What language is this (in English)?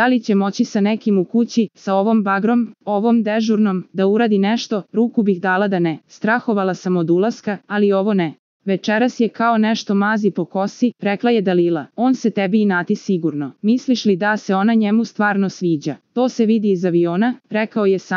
Serbian